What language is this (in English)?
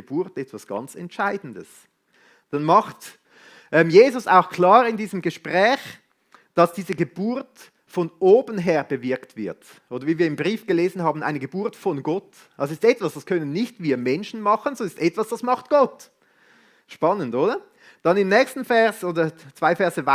Swiss German